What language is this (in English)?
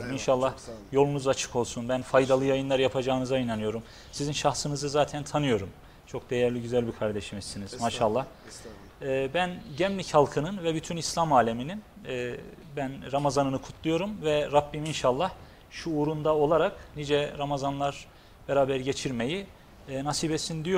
Turkish